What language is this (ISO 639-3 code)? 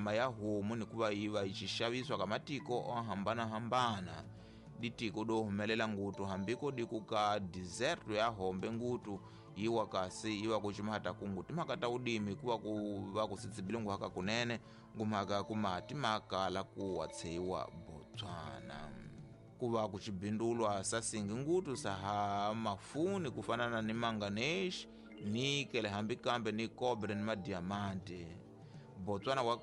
tso